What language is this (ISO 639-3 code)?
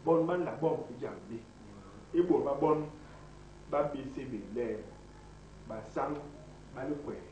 bas